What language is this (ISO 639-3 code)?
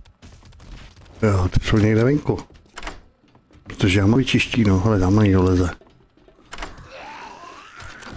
ces